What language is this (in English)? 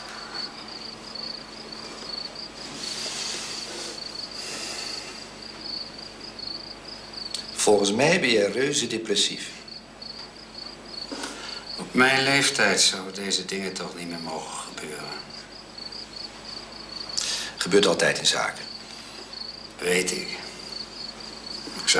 Dutch